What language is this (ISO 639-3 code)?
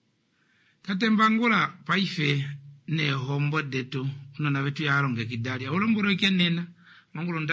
kua